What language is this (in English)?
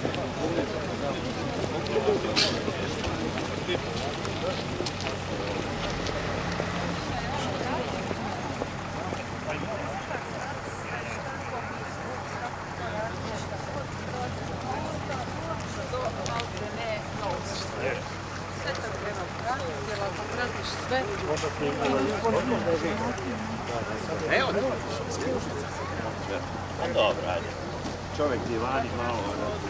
Croatian